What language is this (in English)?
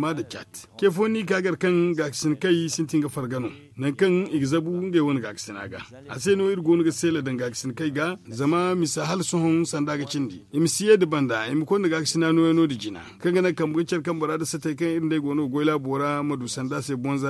Zarma